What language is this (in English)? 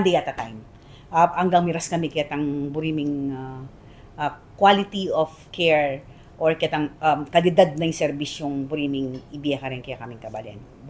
Pampanga